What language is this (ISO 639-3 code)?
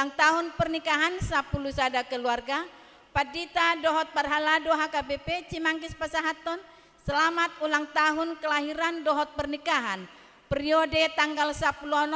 bbc